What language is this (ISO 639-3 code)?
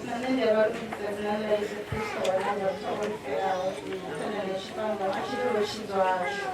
ven